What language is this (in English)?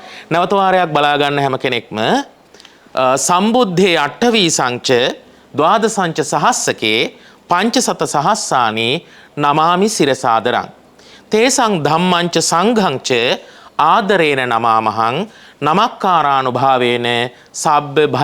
Sinhala